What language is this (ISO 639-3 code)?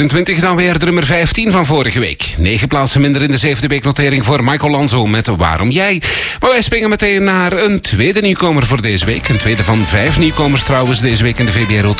nld